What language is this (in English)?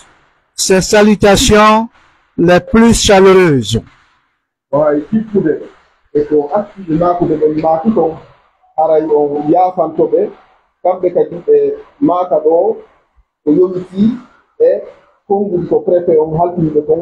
Pular